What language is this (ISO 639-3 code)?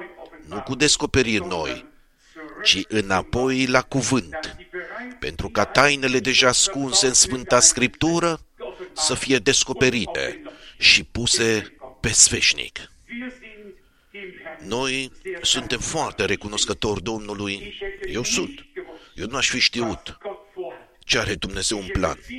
ron